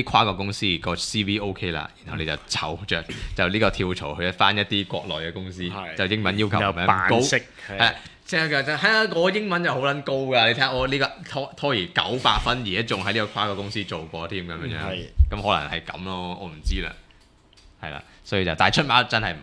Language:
Cantonese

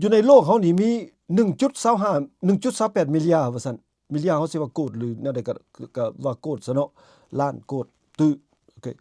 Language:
Lao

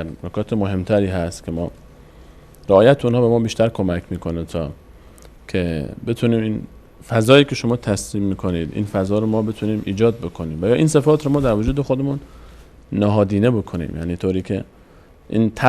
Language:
Persian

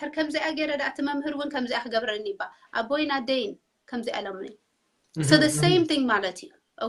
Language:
Tigrinya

